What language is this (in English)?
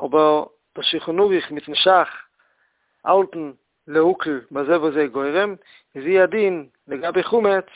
Yiddish